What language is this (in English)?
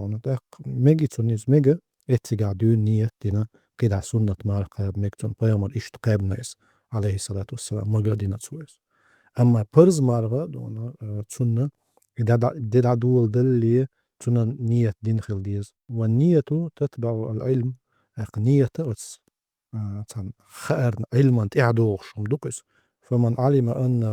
Chechen